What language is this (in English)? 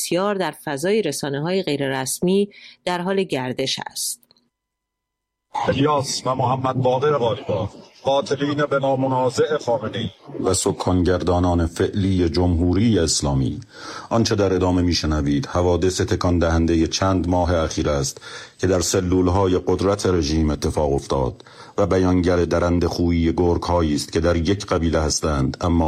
Persian